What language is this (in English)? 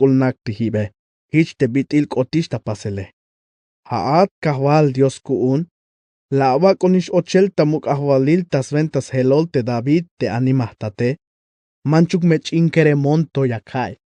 Tzeltal